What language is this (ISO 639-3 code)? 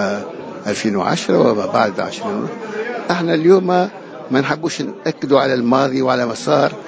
aeb